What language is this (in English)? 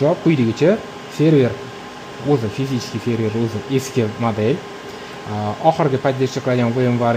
Uzbek